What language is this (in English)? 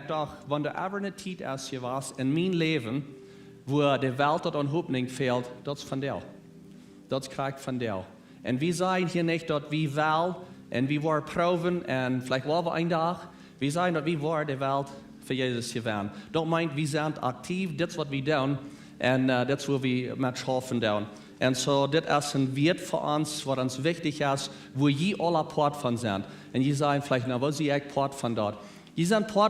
Plautdietsch